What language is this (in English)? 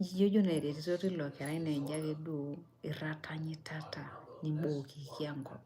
Masai